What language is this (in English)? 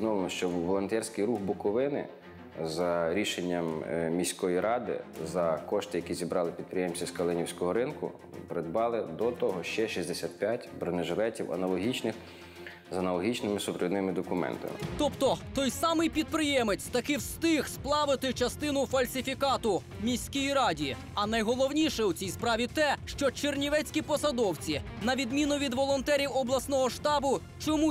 Ukrainian